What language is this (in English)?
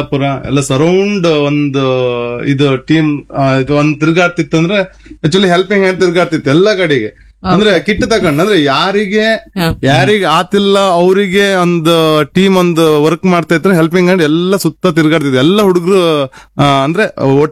Kannada